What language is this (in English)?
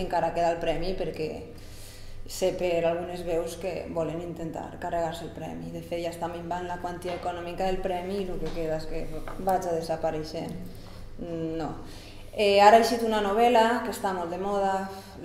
Catalan